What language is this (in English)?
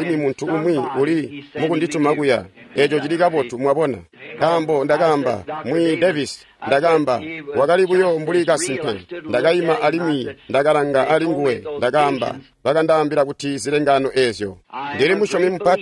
Tonga (Zambia)